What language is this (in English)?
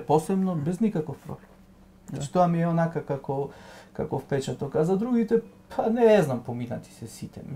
Macedonian